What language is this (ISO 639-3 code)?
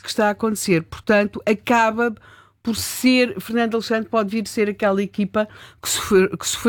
por